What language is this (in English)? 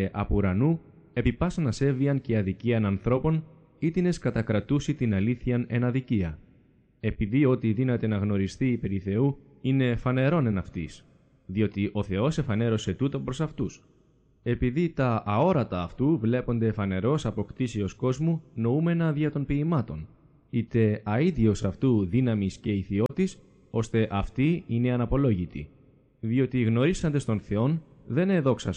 Greek